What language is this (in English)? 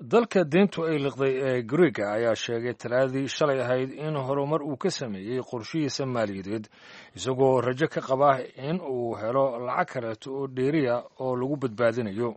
Somali